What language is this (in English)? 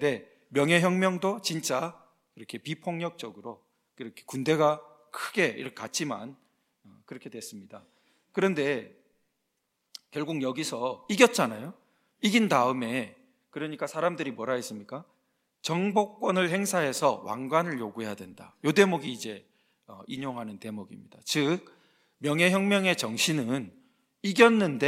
Korean